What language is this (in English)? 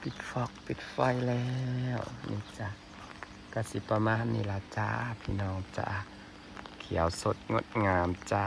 Northeastern Thai